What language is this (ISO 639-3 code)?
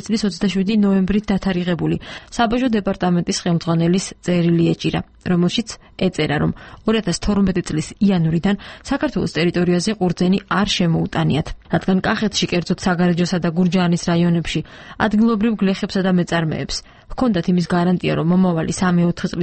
kat